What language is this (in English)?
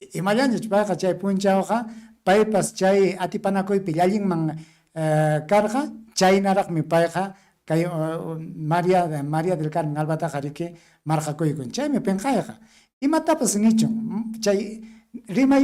Ayacucho Quechua